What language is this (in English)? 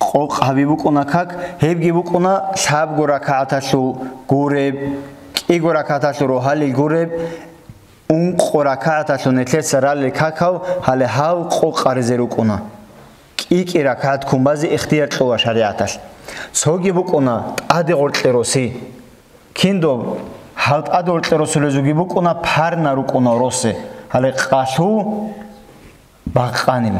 Avaric